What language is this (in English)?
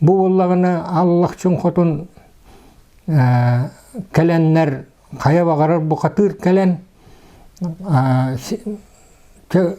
Yakut